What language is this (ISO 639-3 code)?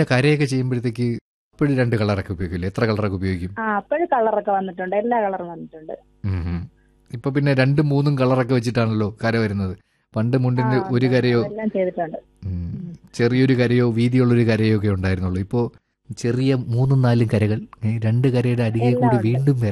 mal